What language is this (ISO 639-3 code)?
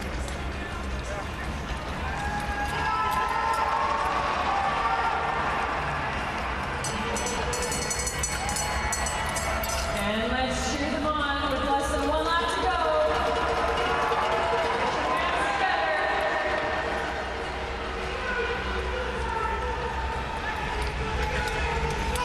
eng